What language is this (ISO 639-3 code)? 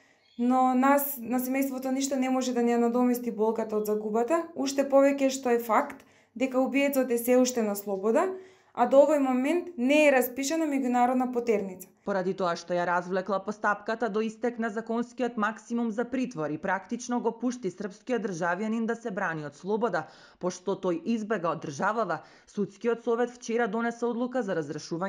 mkd